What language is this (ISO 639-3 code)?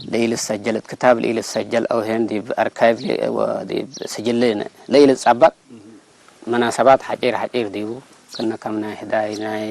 tig